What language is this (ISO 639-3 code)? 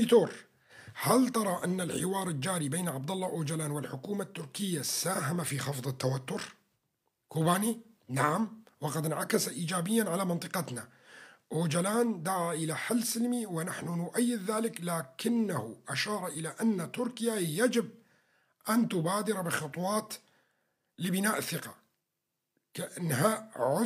apc